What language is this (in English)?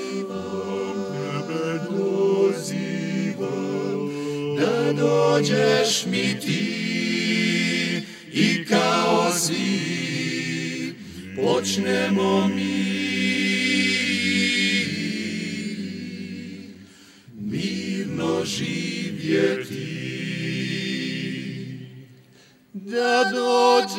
Croatian